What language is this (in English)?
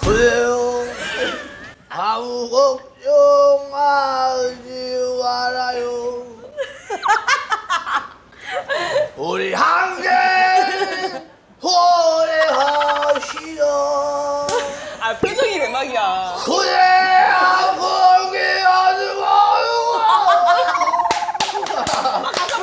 Korean